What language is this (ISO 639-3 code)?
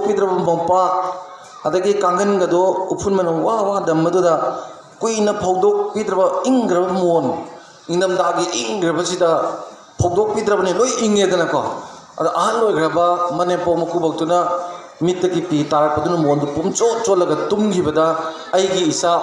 mni